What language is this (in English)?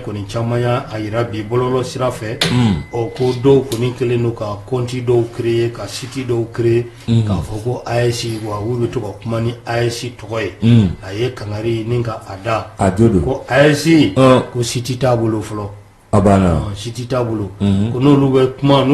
Bambara